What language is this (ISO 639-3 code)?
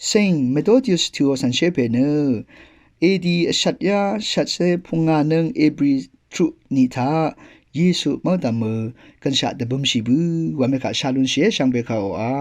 raw